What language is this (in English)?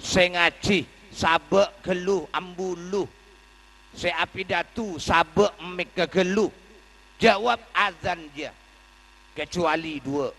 Madurese